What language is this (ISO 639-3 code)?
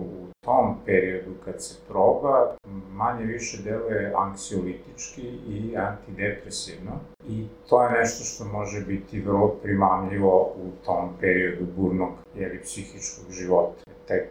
srp